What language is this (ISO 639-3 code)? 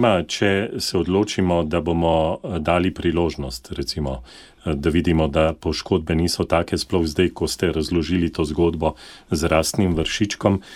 slv